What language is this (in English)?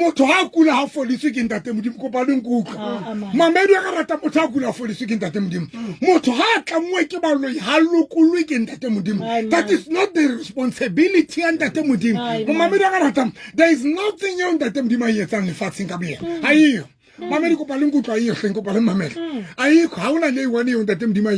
Southern Sotho